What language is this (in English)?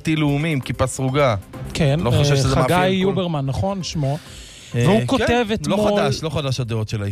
Hebrew